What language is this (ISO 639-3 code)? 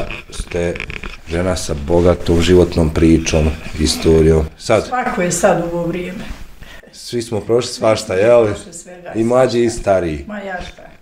bos